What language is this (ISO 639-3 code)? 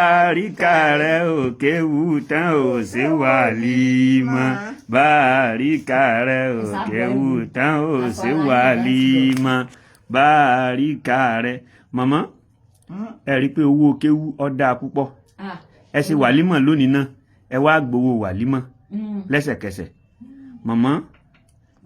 yor